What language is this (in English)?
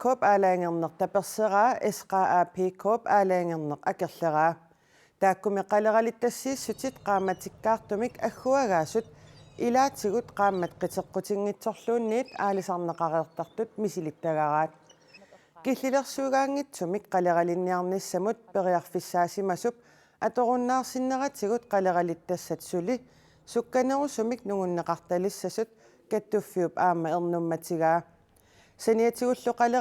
Kalaallisut